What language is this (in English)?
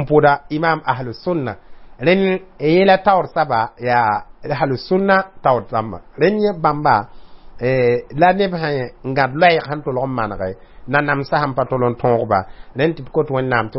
Mossi